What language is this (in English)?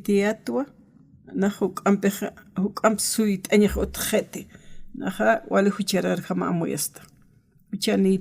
Aymara